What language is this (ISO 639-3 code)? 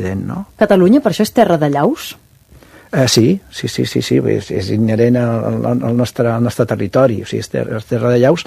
cat